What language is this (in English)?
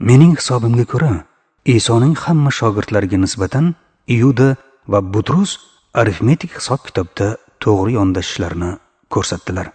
Uzbek